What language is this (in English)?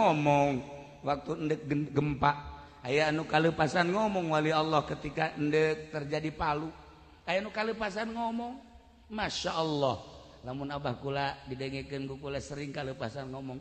Sundanese